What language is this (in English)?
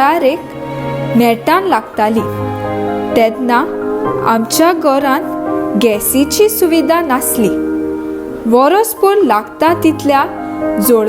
Konkani